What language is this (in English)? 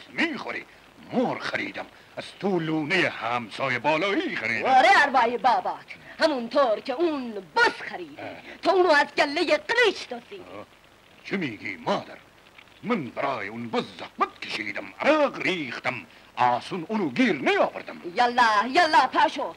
Persian